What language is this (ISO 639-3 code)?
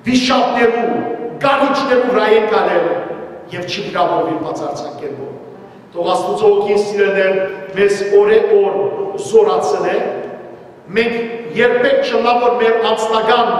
hyw